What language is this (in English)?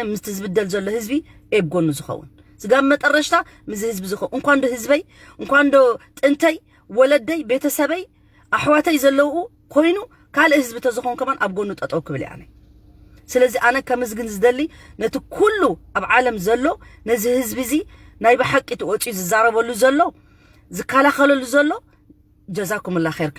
Tigrinya